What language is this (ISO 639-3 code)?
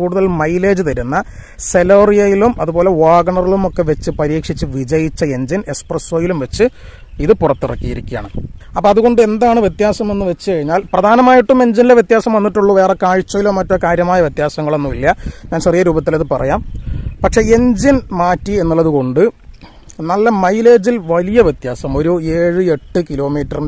mal